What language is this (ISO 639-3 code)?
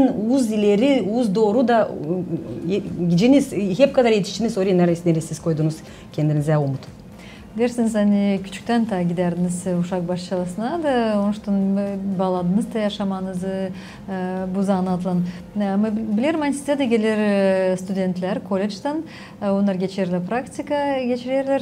gag